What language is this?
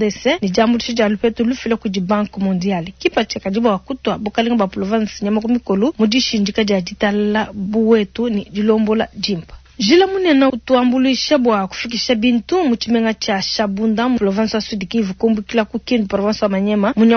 Luba-Lulua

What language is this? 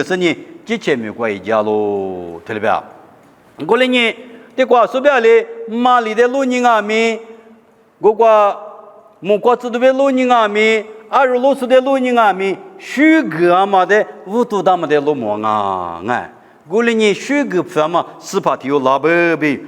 Lisu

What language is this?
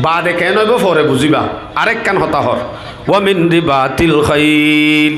Rohingya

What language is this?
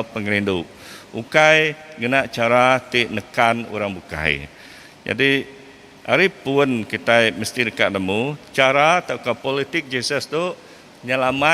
Iban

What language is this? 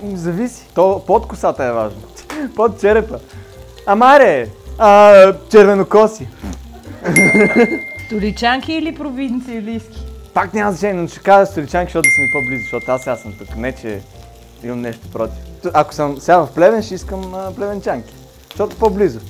Bulgarian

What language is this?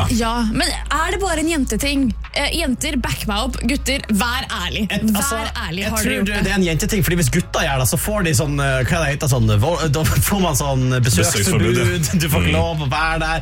Norwegian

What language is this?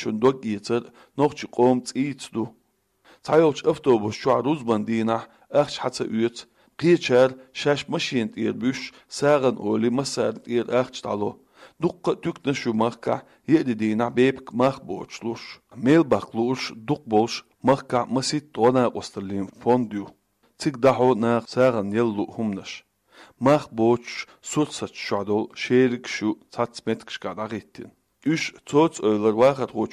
Chechen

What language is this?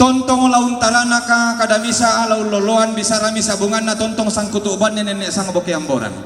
Toraja-Sa'dan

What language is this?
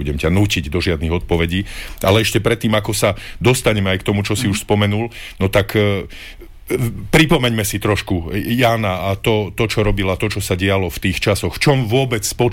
Slovak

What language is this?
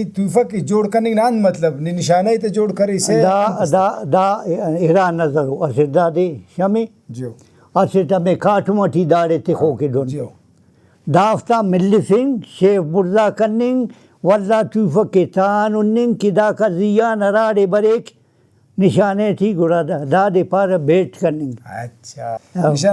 Brahui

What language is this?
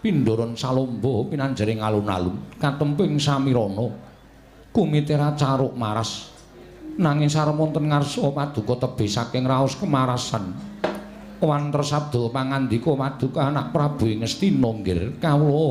Javanese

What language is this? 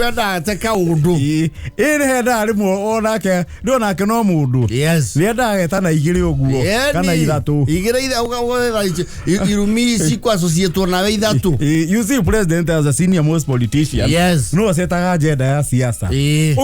Kikuyu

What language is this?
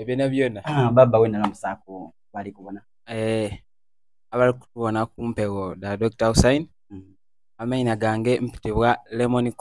Soga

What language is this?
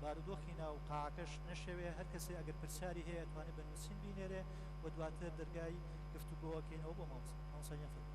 Central Kurdish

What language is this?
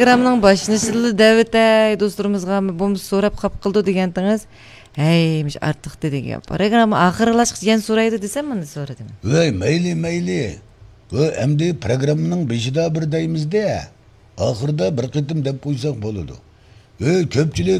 Uyghur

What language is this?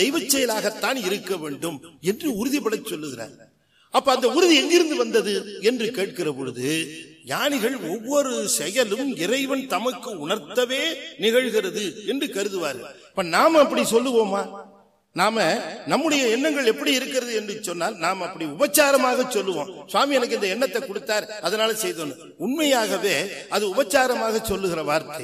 Tamil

